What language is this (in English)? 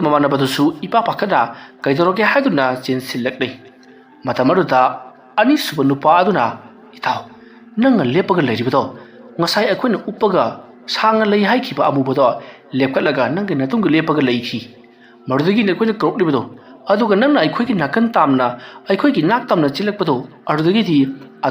Manipuri